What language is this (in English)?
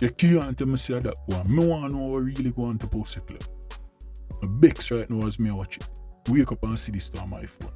Jamaican Creole English